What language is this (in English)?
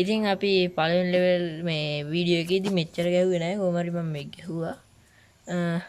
Sinhala